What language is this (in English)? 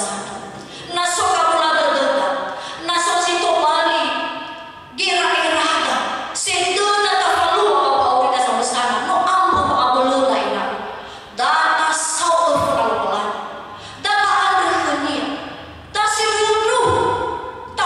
Nias